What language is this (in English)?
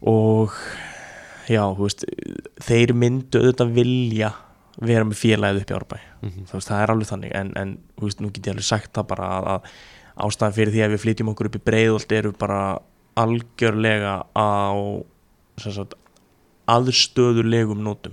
Icelandic